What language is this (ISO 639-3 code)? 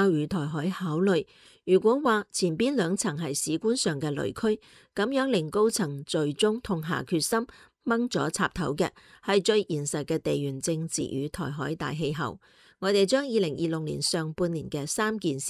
yue